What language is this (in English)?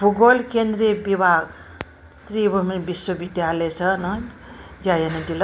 Newari